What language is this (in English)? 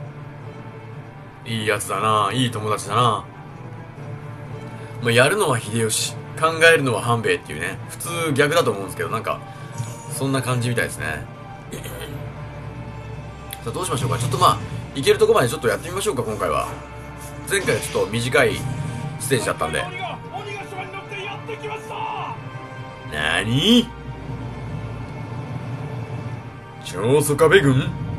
Japanese